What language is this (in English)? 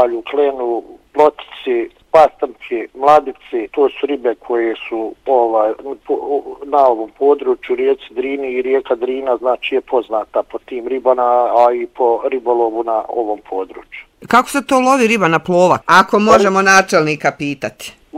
Bosnian